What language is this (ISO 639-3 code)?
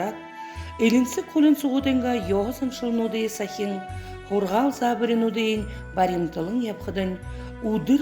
bua